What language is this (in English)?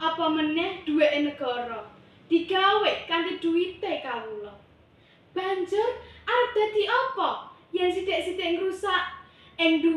Javanese